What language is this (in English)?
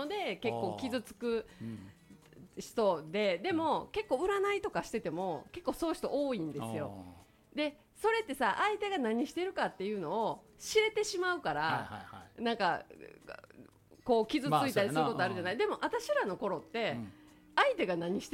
Japanese